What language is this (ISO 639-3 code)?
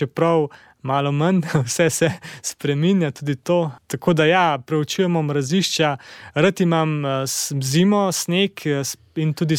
slv